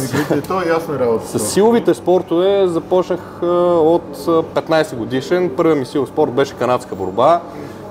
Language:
Bulgarian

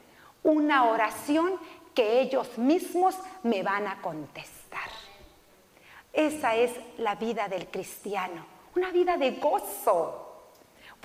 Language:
Spanish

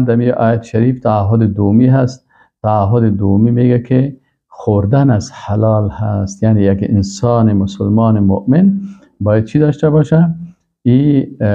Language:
Persian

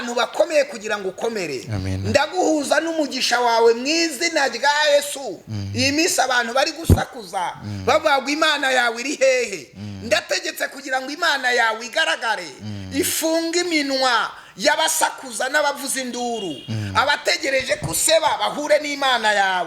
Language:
Kinyarwanda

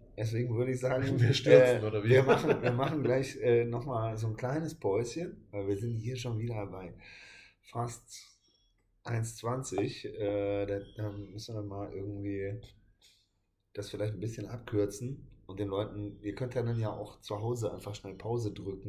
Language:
German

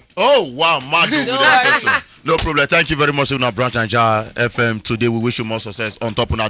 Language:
Nigerian Pidgin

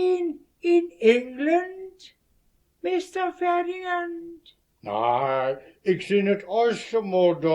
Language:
Westphalien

